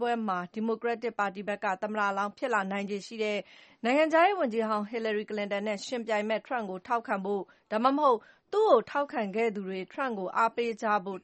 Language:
Burmese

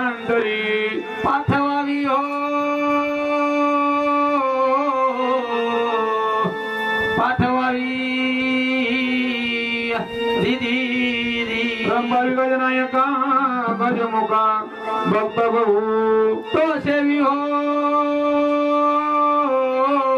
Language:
Marathi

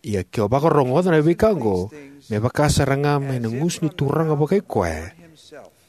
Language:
Fijian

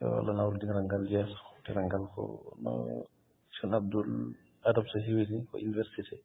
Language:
Fula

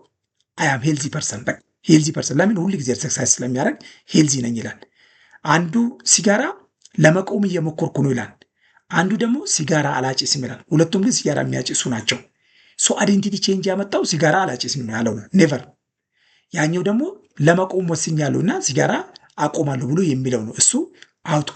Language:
Amharic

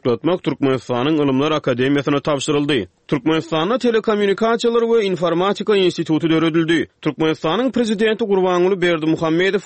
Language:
Turkmen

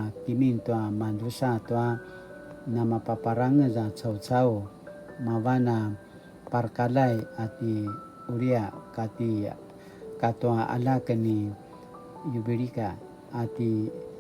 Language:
Paiwan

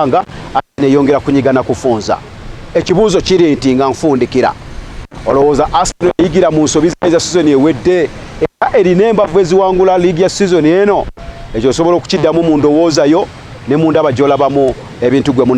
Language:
Ganda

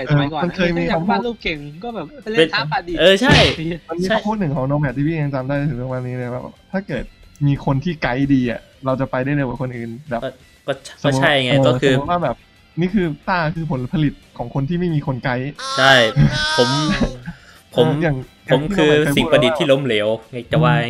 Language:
Thai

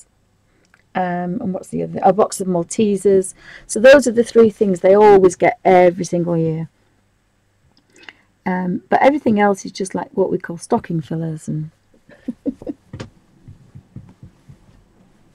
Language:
English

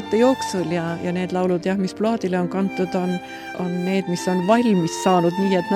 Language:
Estonian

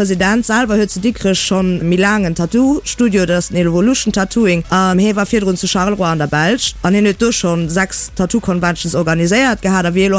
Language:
Luxembourgish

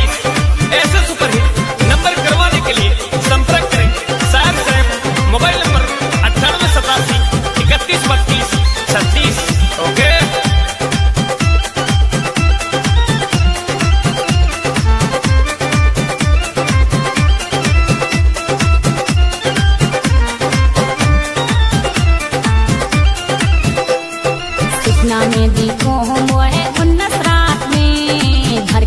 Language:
Bhojpuri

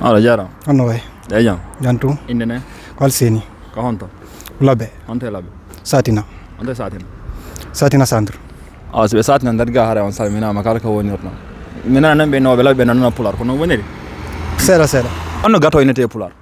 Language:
Fula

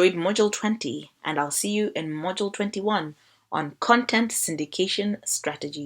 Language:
English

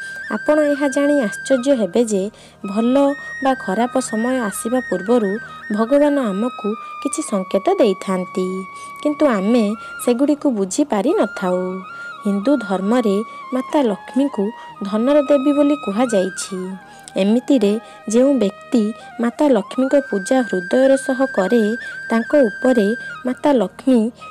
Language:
Odia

